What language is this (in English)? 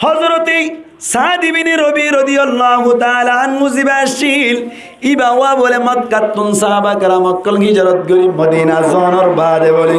Rohingya